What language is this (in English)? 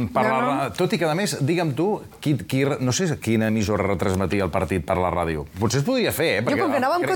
Catalan